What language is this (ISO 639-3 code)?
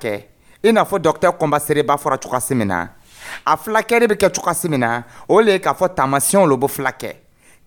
dyu